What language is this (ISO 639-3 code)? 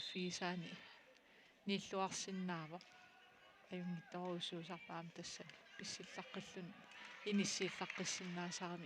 kal